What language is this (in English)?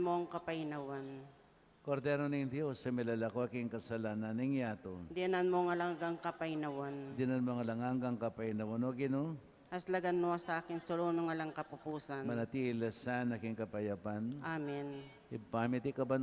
Pampanga